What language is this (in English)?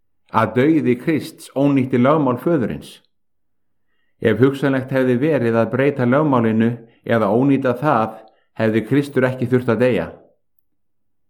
Icelandic